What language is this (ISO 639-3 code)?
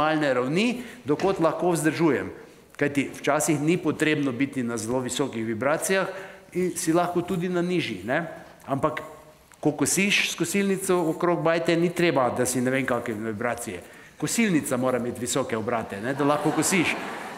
slv